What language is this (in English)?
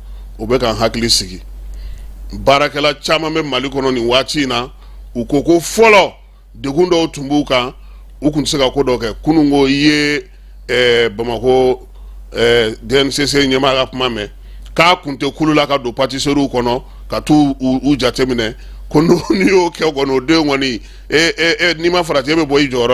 Bambara